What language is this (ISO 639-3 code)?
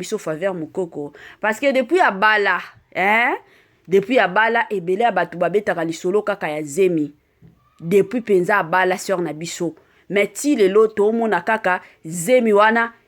lin